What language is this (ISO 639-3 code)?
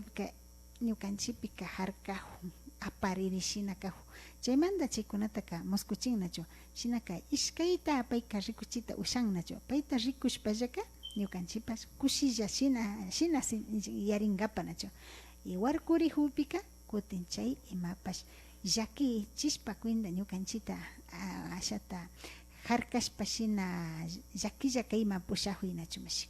qvi